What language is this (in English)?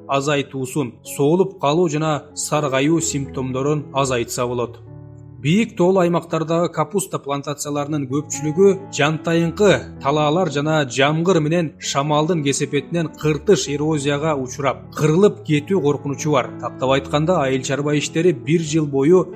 Kyrgyz